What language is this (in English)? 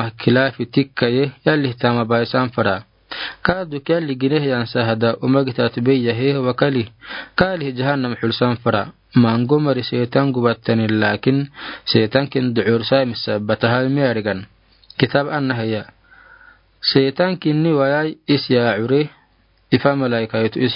Afar